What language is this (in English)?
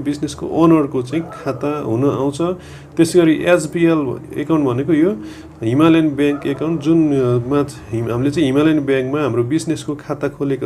Nepali